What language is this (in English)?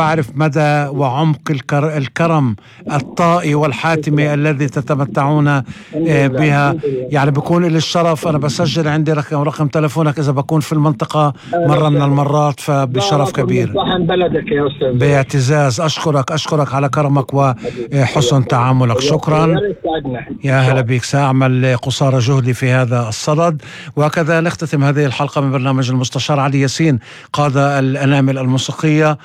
North Levantine Arabic